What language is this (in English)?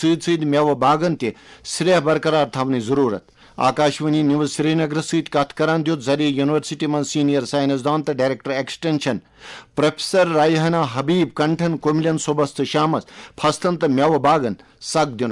Kashmiri